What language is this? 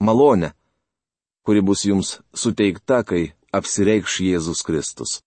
Lithuanian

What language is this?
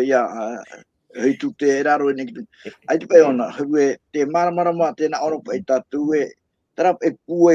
Tahitian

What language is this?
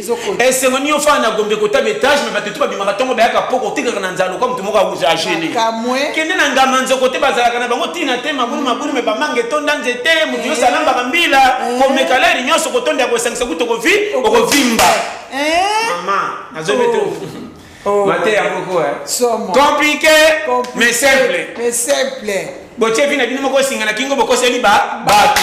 Lingala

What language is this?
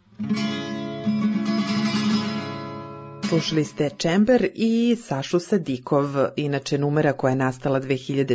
Serbian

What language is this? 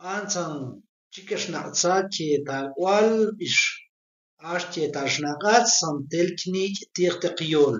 Tektiteko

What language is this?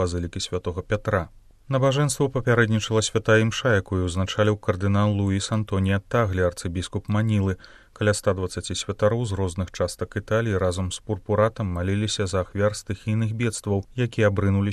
Belarusian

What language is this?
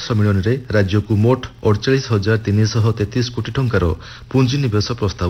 Odia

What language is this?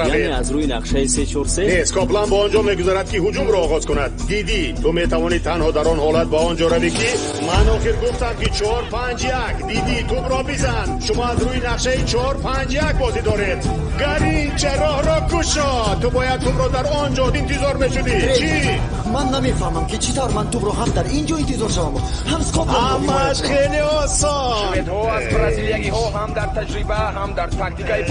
Tajik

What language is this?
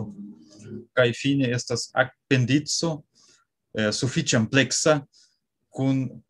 Esperanto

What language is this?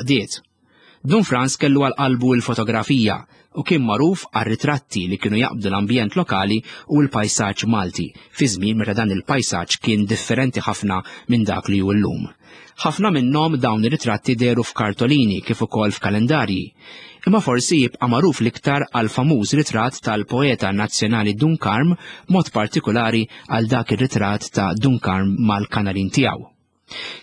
Maltese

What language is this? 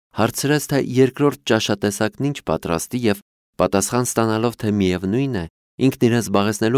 Armenian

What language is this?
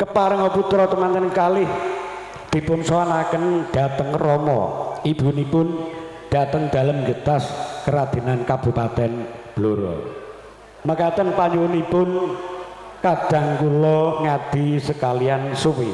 Javanese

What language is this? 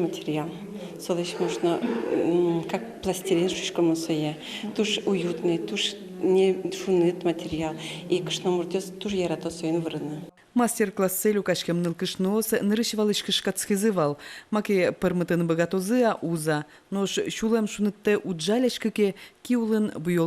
Udmurt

